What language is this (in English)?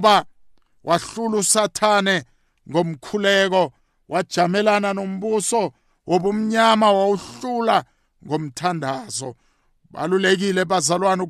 South Ndebele